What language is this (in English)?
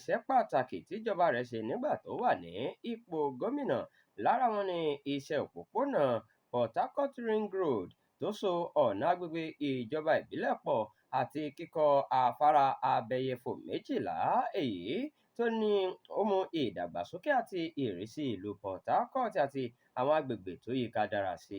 Yoruba